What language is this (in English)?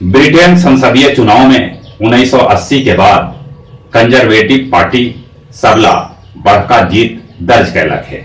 Magahi